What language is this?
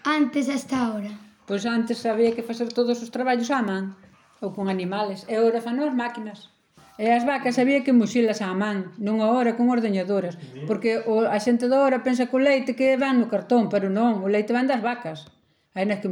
Galician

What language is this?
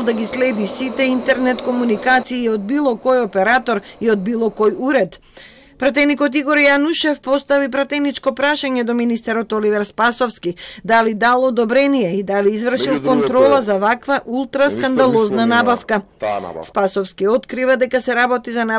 Macedonian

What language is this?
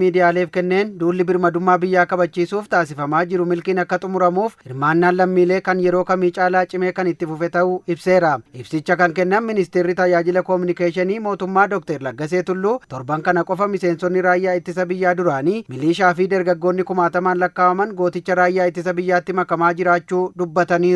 Oromo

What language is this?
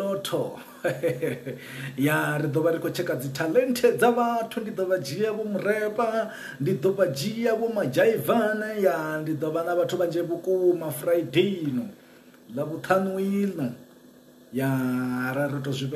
Venda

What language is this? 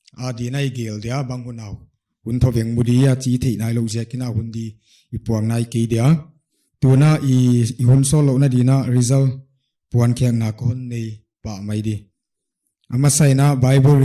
Paite Chin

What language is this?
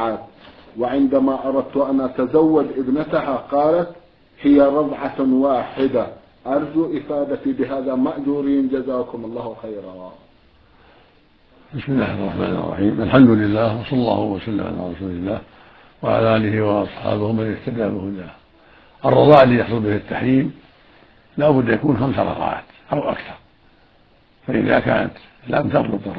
Arabic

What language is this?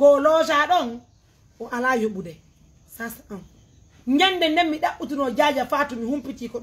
Pular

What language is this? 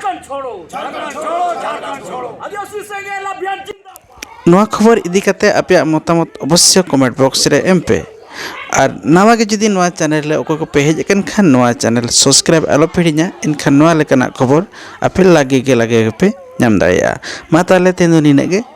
Santali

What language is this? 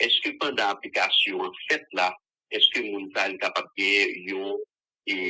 Haitian Creole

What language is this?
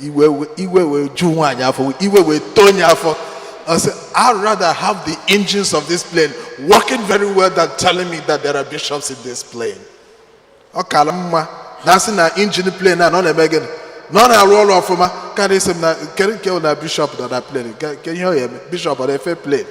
Igbo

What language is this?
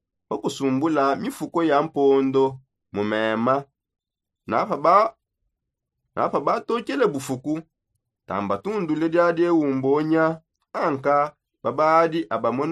Songe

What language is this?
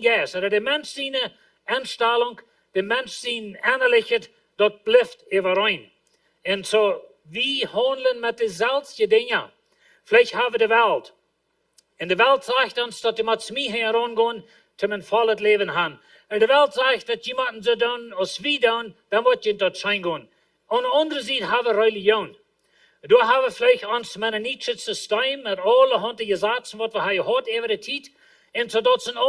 Plautdietsch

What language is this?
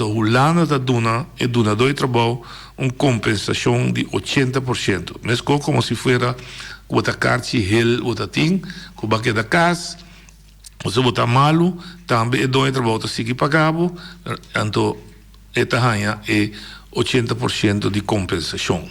Papiamento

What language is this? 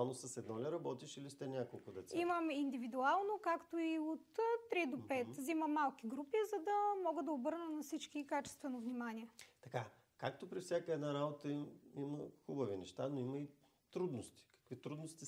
Bulgarian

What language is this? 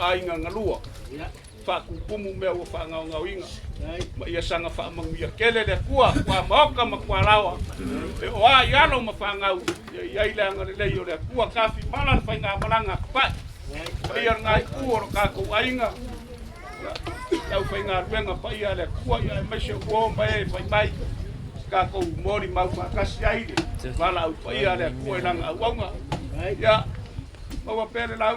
Samoan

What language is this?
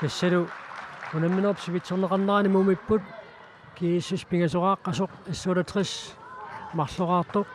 Kalaallisut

